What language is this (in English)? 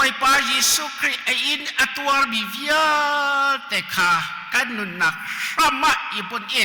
Hakha Chin